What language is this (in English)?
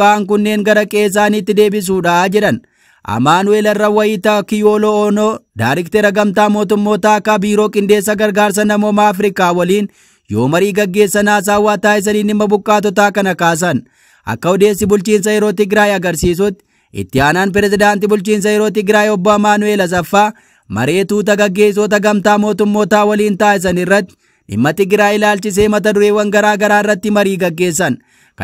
Oromo